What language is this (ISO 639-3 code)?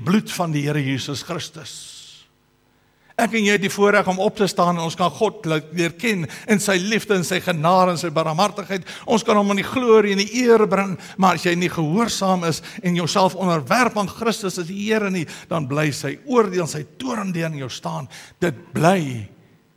afr